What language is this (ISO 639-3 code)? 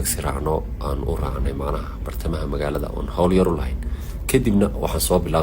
som